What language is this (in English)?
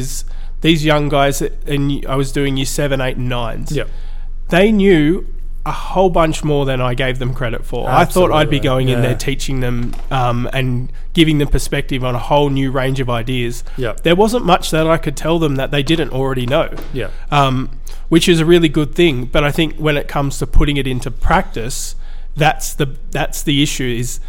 English